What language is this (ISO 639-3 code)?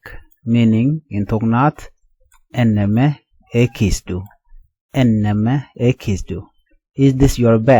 nus